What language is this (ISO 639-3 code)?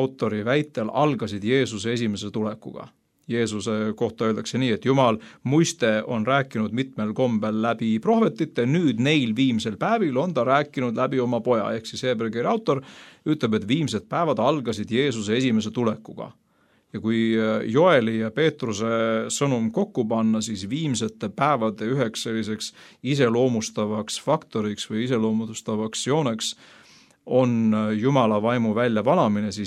est